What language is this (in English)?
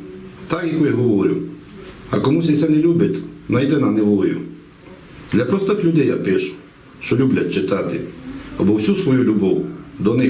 Rusyn